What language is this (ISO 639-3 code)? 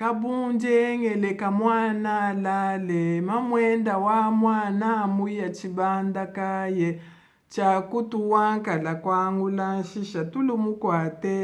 lua